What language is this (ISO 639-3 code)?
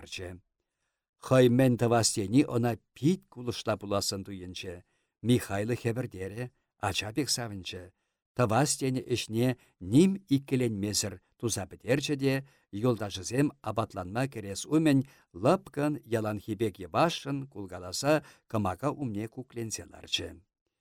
chv